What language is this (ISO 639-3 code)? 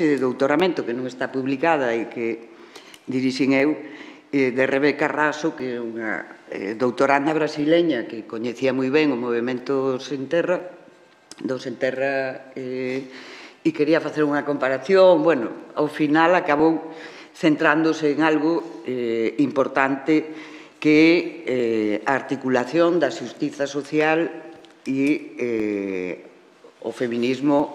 glg